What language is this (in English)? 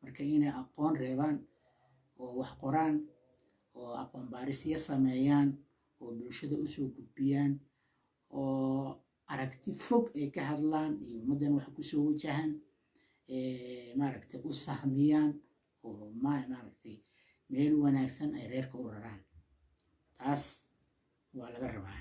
Somali